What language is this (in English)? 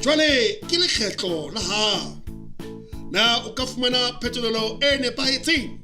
Southern Sotho